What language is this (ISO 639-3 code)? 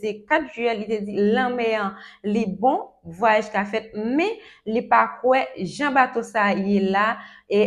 hat